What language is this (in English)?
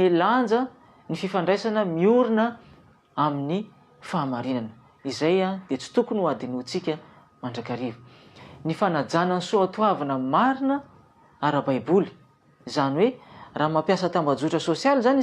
Malagasy